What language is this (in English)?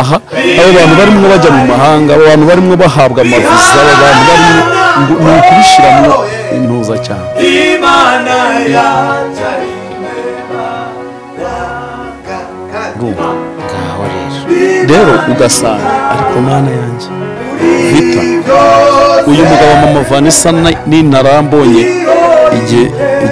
Kinyarwanda